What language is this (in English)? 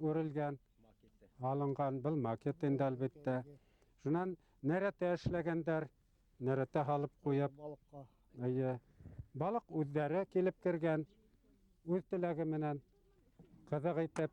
Bashkir